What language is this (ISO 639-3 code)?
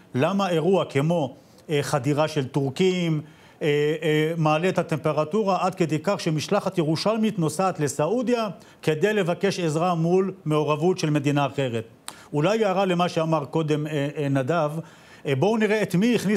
heb